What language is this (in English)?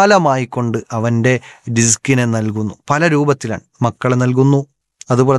Malayalam